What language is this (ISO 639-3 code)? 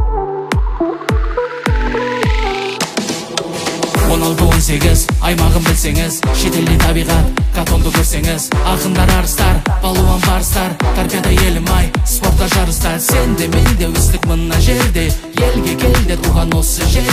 kaz